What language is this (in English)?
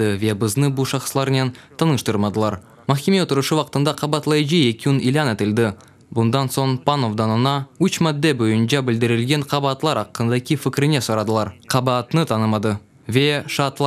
Crimean Tatar